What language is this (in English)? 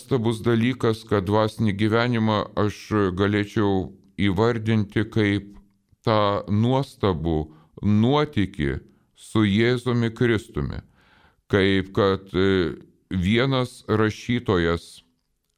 Lithuanian